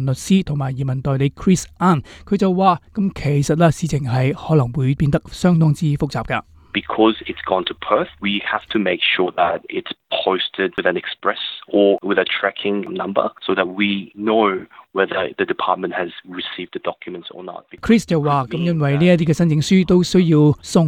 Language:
Cantonese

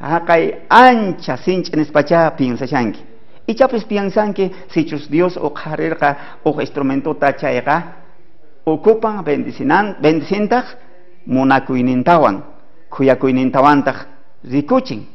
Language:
South Bolivian Quechua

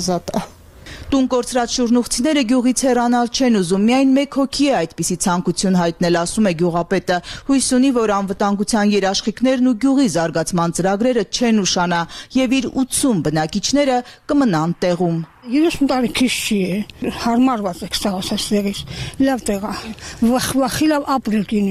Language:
Armenian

